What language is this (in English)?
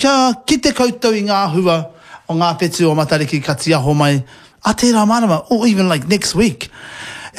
Māori